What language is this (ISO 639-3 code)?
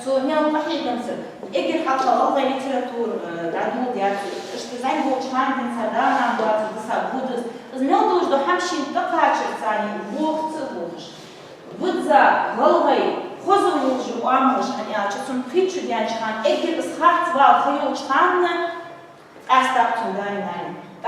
inh